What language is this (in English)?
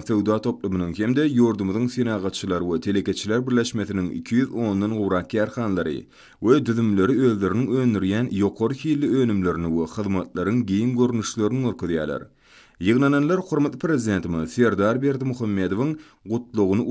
Turkmen